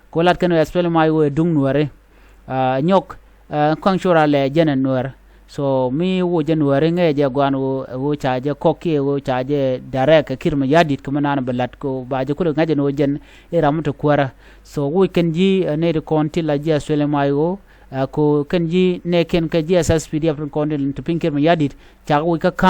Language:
Nuer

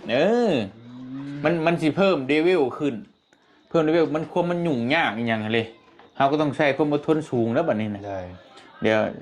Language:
Lao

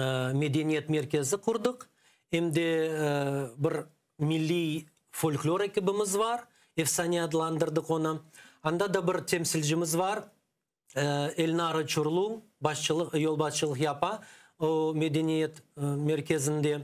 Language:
Crimean Tatar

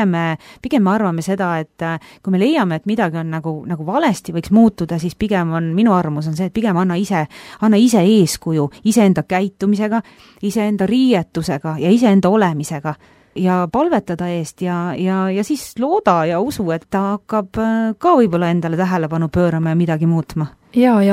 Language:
Estonian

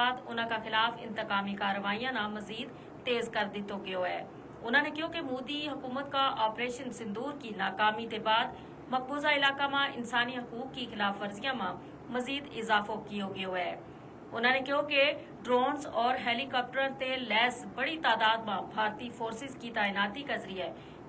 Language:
Gujari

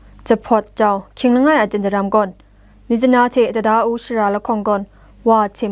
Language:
Kachin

